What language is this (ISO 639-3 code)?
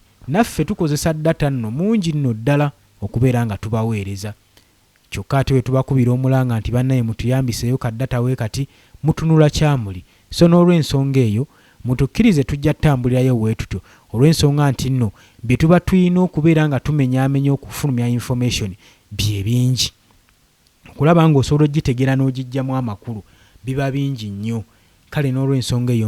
lug